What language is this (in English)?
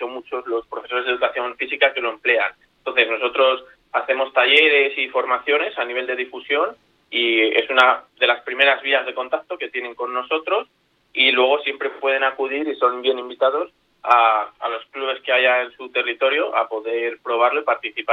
Spanish